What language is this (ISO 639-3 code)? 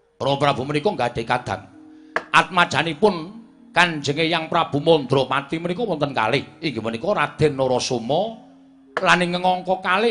jav